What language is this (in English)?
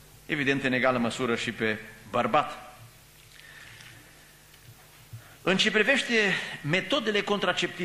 Romanian